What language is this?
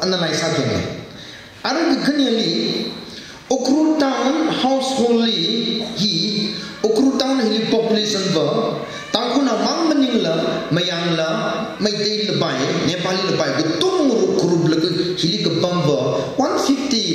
Tangkhul Naga (India)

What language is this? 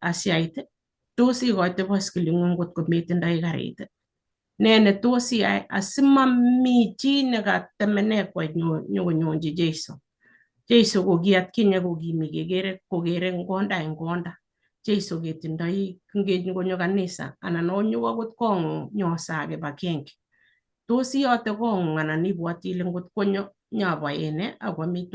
Kalenjin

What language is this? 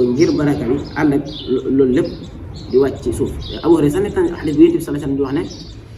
Wolof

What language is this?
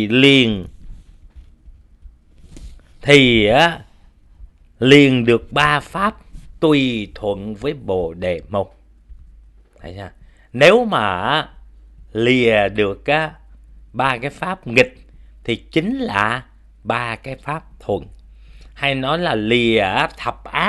Vietnamese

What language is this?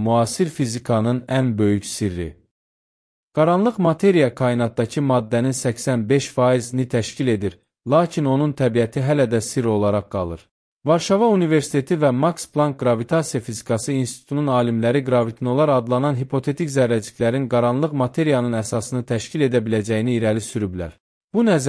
Azerbaijani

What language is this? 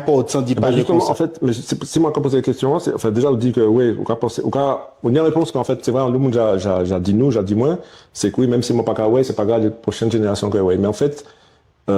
Guadeloupean Creole French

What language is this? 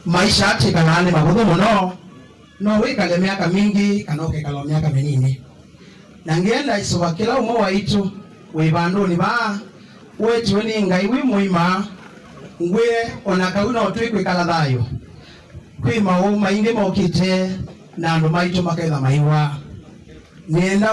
Kamba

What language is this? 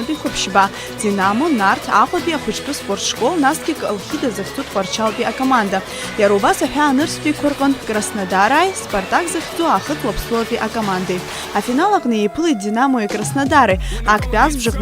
Abkhazian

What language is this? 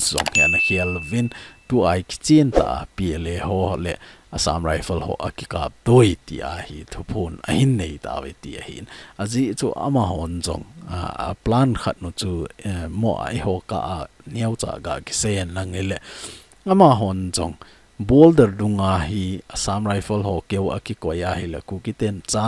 Thado Chin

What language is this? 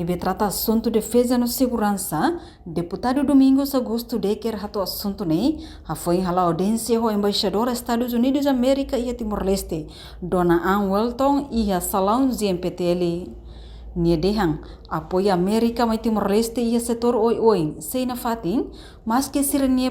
Tetum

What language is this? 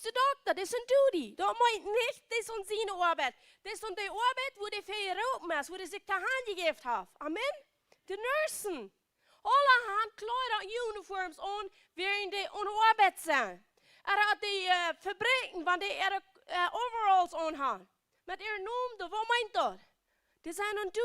Plautdietsch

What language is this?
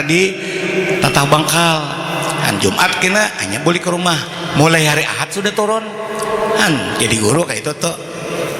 Banjar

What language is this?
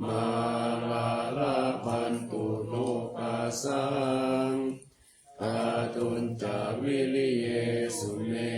Pali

